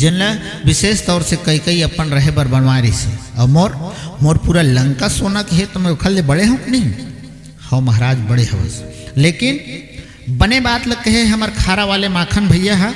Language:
Chhattisgarhi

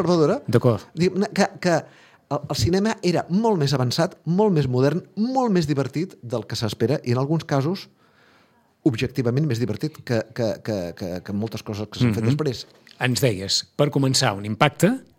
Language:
Catalan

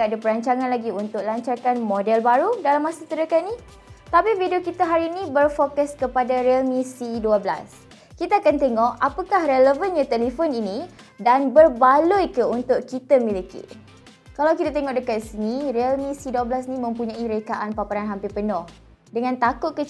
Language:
Malay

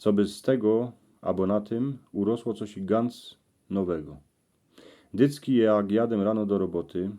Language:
Silesian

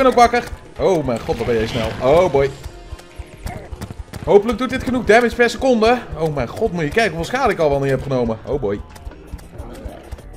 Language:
Dutch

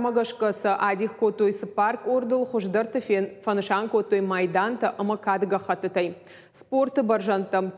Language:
Ossetic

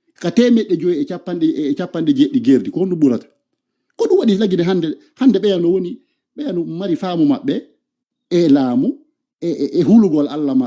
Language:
Fula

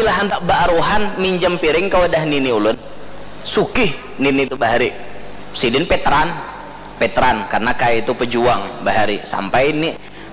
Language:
Banjar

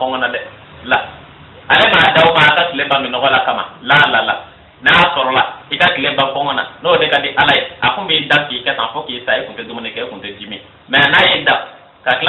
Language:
Bambara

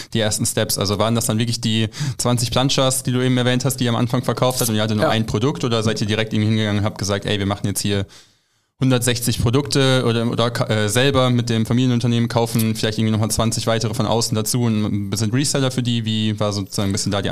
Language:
German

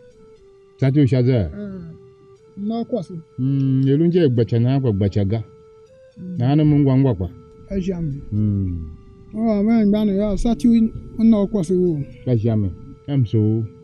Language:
Tiv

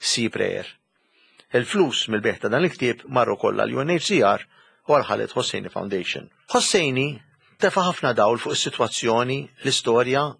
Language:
Maltese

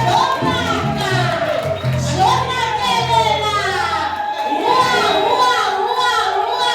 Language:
Venda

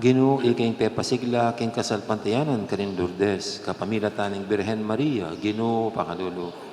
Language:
Pampanga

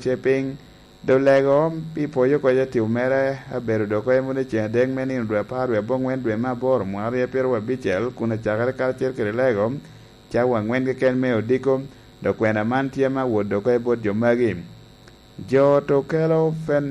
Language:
Lango (Uganda)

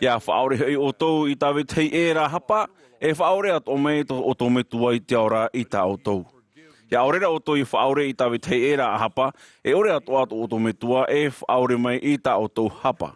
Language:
Tahitian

